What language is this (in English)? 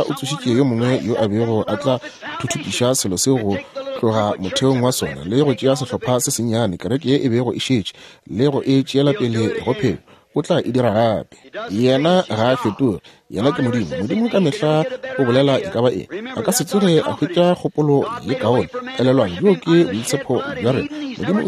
Northern Sotho